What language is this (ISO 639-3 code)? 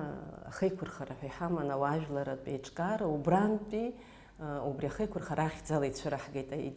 abk